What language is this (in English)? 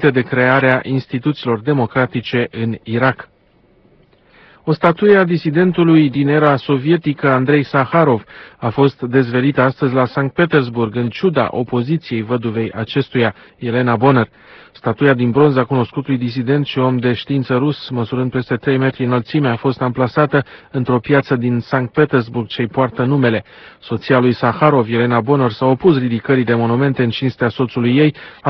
Romanian